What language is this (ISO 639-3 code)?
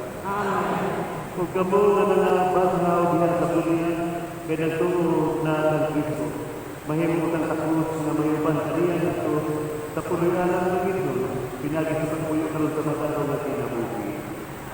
ceb